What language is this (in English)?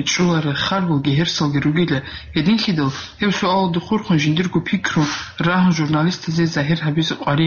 Avaric